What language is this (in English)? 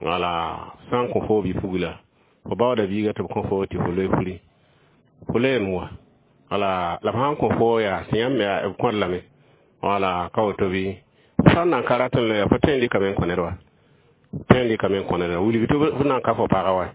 Mossi